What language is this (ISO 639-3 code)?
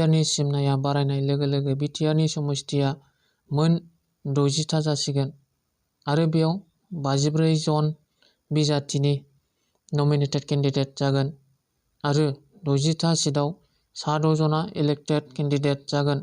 brx